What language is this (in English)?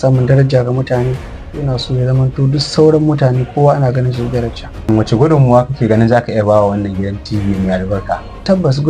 Hausa